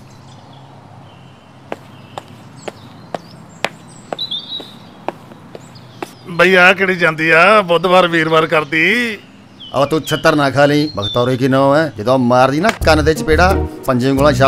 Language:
Punjabi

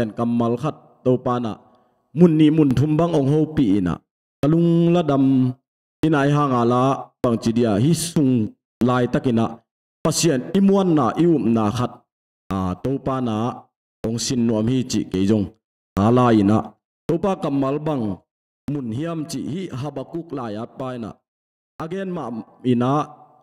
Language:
Tedim Chin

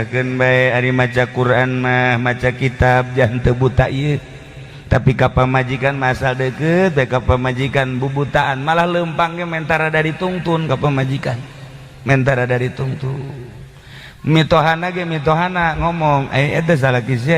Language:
Sundanese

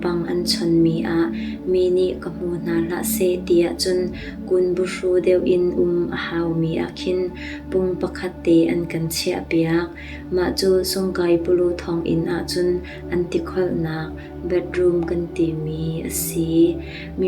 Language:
Hakha Chin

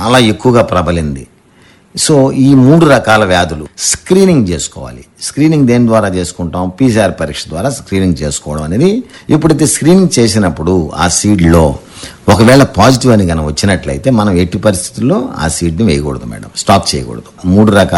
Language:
Telugu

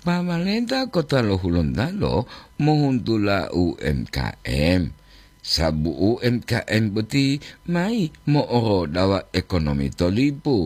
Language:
Gorontalo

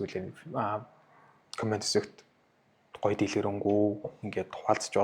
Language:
Mongolian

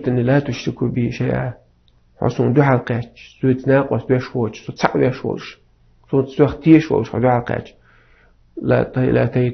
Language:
Chechen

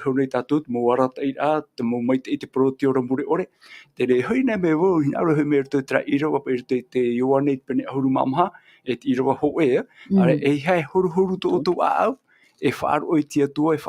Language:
Tahitian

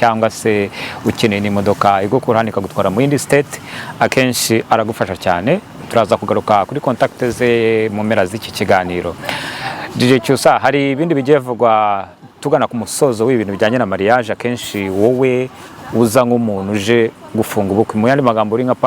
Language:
Kinyarwanda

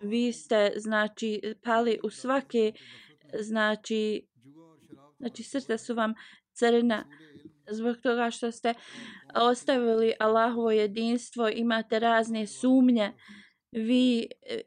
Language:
Bosnian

